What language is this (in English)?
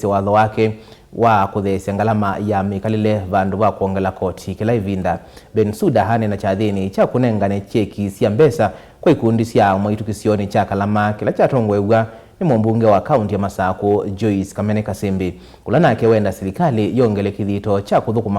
Kamba